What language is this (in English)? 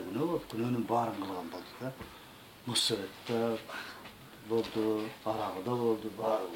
Kyrgyz